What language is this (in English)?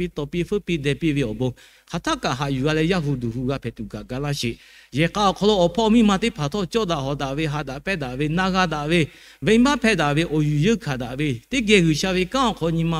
Lahu